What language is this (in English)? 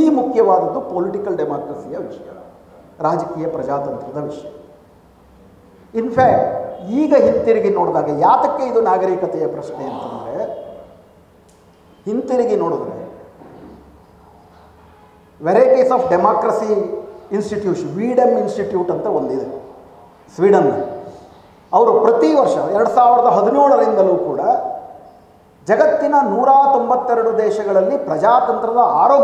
Kannada